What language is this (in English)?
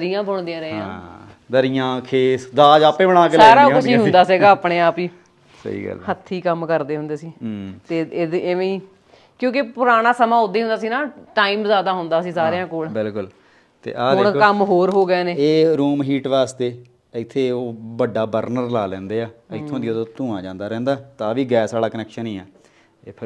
Punjabi